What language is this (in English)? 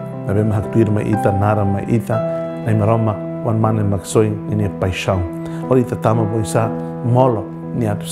Tetum